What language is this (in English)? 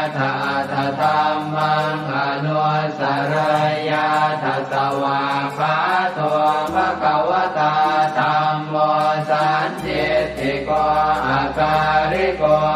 Pali